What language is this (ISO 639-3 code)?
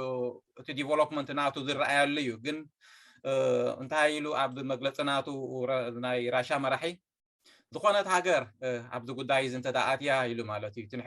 tir